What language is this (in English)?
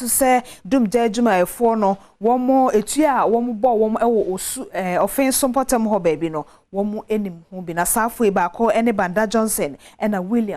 Akan